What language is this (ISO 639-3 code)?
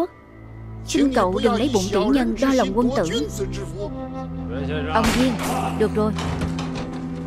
vie